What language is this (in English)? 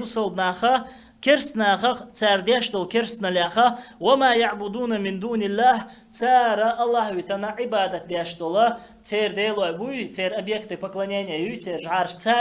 Chechen